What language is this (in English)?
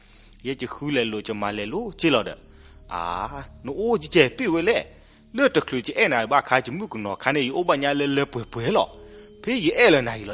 S'gaw Karen